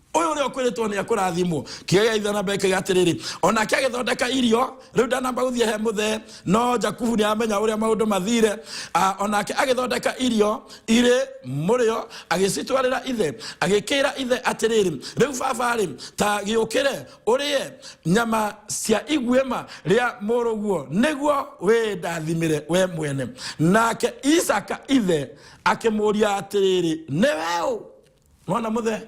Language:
Kikuyu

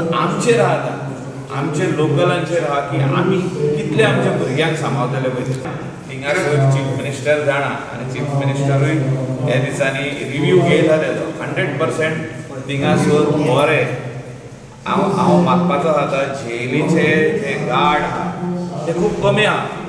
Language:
Konkani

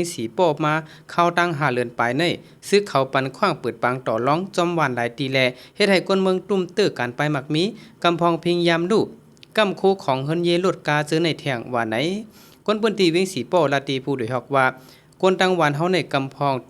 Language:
Shan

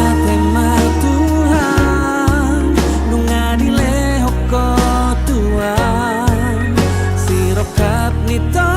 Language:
Batak Toba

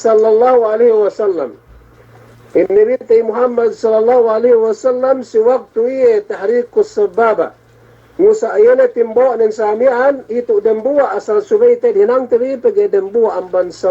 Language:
Yakan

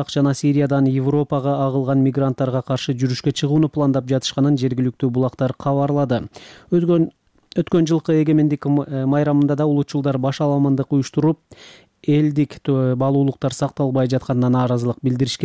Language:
Kyrgyz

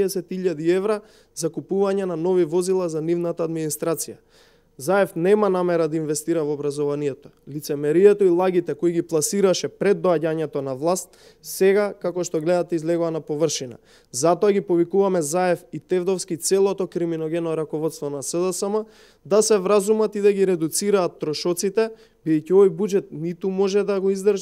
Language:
Macedonian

